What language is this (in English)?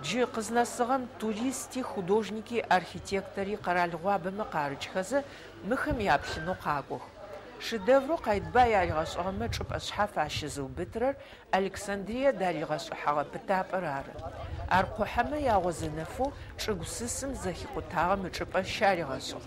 Adyghe